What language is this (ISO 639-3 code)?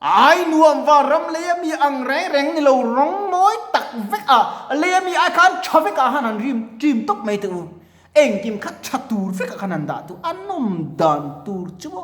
lus